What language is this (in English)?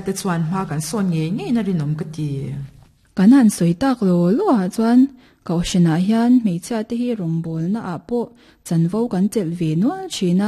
Mizo